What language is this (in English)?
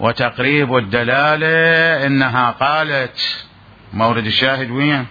Mesopotamian Arabic